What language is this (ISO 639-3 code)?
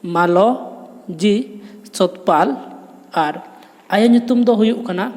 sat